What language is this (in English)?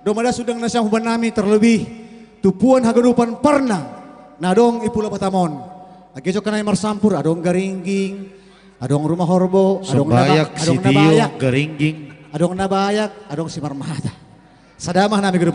Batak Simalungun